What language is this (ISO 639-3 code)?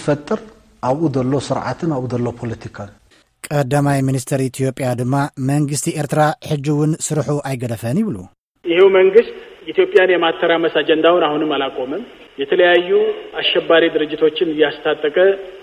tir